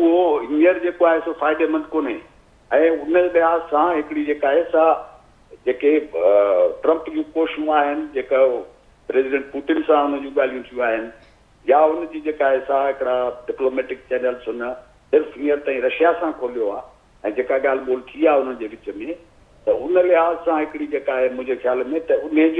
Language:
Sindhi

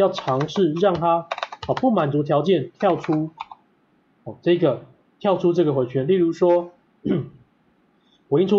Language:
Chinese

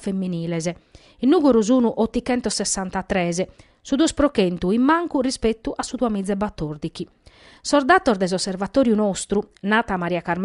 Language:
Sardinian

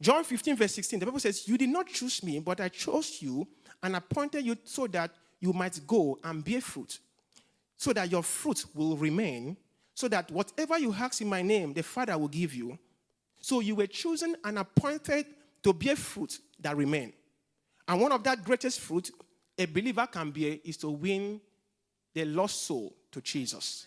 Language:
English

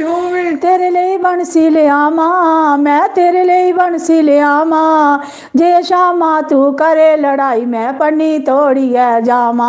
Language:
Dogri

